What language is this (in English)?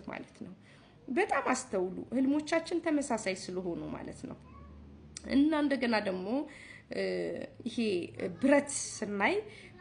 Amharic